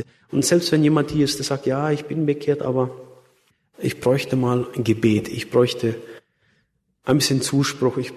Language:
German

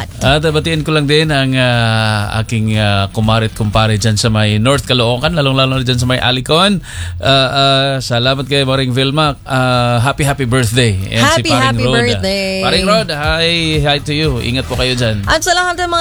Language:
Filipino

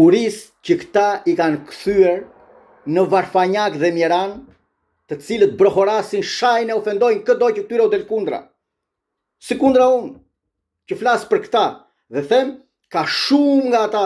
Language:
Albanian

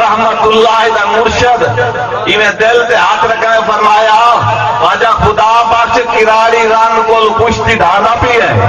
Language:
Saraiki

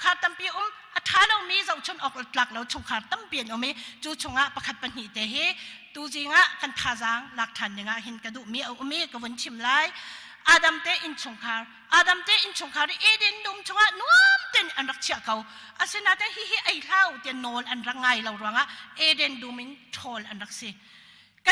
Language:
Hakha Chin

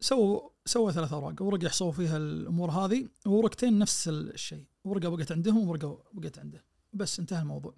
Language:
Najdi Arabic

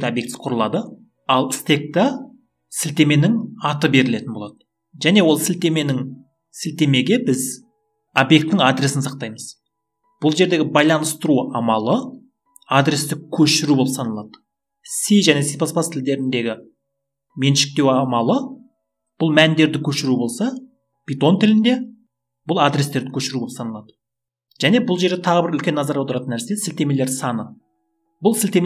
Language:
Kazakh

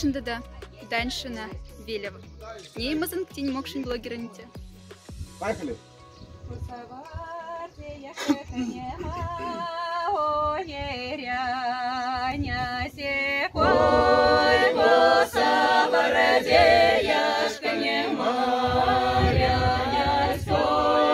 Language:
Moksha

